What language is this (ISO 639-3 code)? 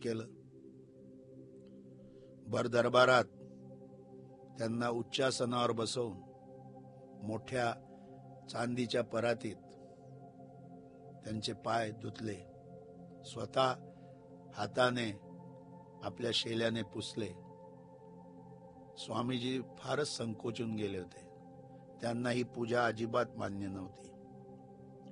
mar